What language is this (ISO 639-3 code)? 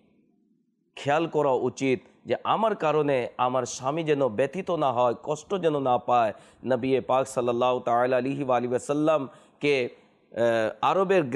ben